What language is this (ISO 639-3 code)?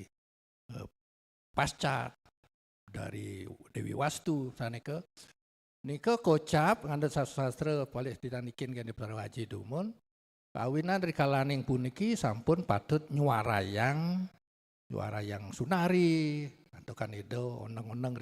ban